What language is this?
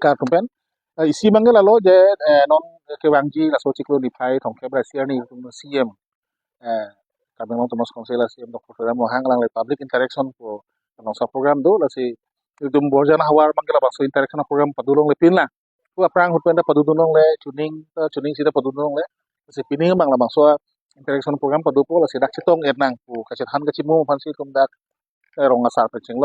Karbi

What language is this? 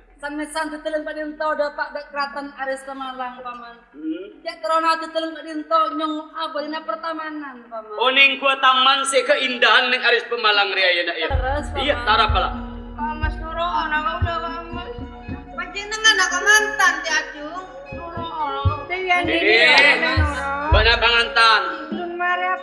Madurese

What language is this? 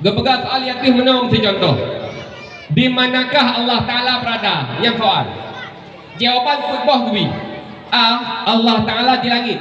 Achinese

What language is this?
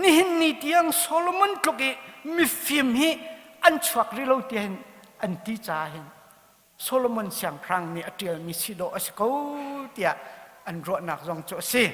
Hakha Chin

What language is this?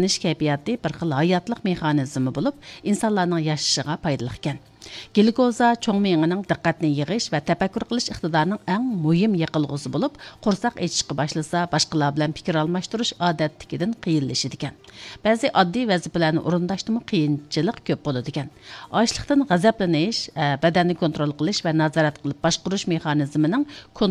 Uyghur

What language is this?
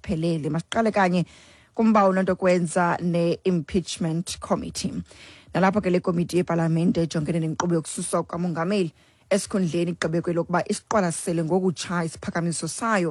Xhosa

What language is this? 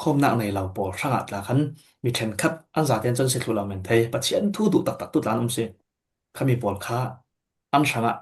Falam Chin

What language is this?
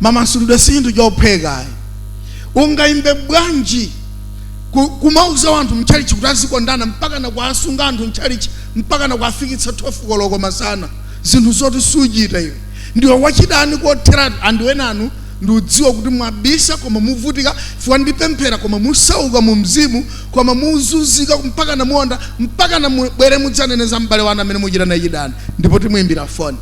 Nyanja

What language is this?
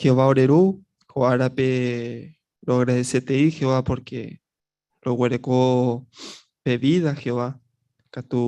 Guarani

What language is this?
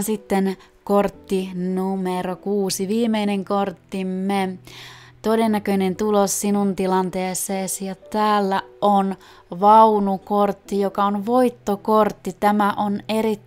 Finnish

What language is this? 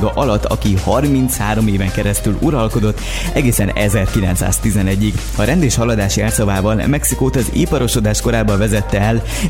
Hungarian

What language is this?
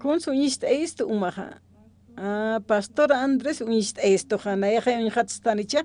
Aymara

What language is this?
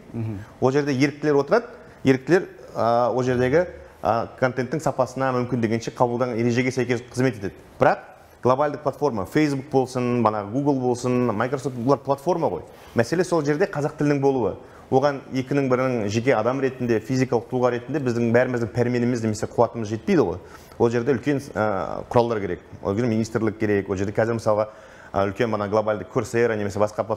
Kazakh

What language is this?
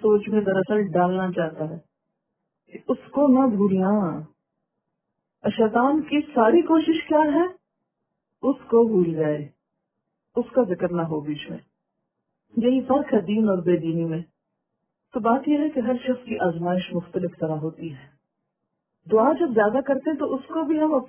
Urdu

